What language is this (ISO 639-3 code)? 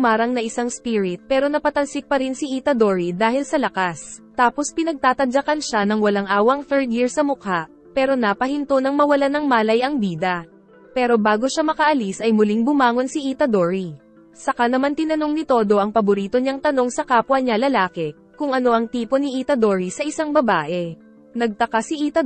fil